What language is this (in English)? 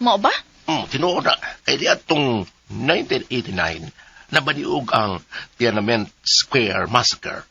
Cebuano